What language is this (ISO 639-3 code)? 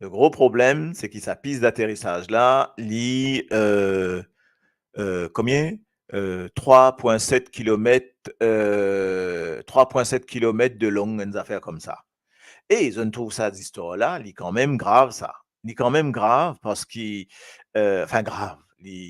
mfe